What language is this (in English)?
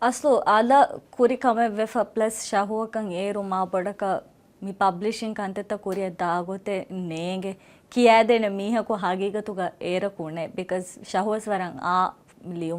Divehi